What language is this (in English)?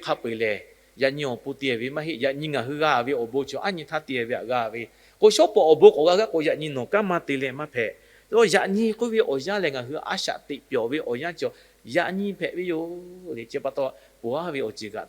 Lahu